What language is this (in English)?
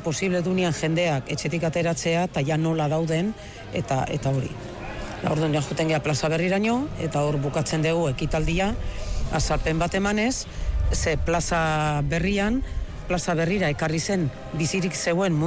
Basque